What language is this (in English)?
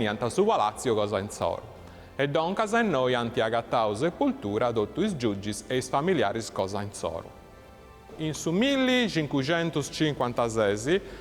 Sardinian